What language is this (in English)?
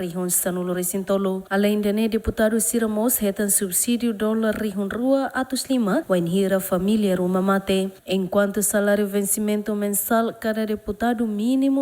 Tetum